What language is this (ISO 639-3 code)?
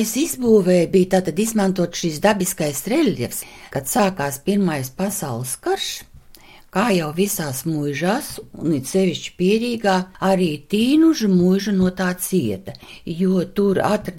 lav